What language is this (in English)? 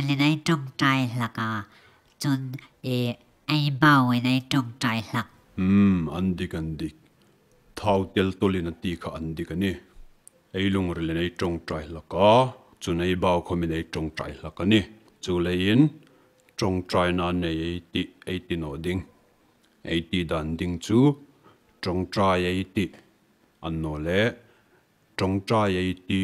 Hmar